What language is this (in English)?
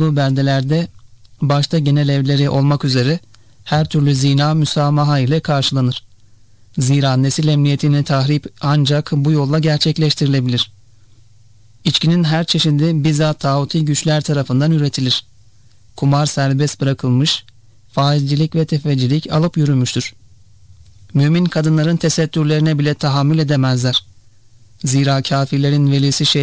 Turkish